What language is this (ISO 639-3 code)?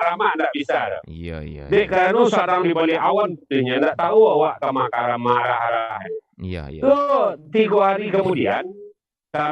min